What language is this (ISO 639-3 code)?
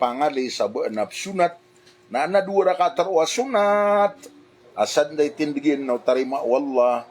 mrw